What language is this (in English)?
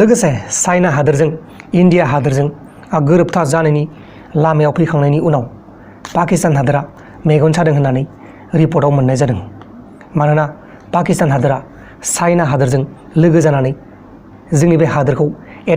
Bodo